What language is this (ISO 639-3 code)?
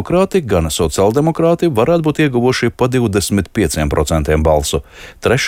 lav